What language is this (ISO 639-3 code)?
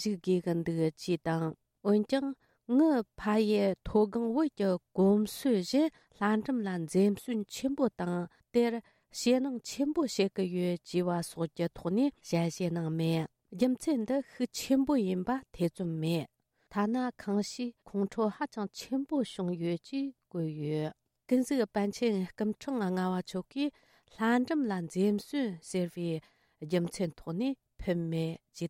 bod